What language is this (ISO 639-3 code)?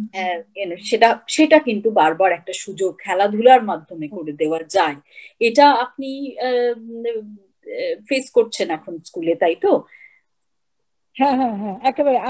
ben